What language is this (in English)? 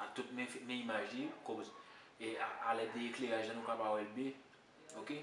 Haitian Creole